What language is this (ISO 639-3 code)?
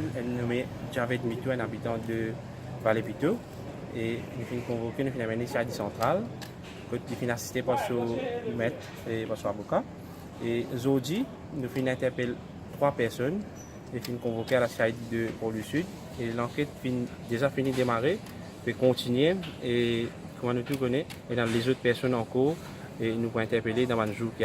mfe